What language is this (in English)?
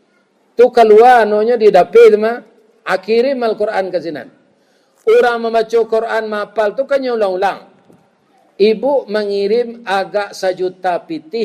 Minangkabau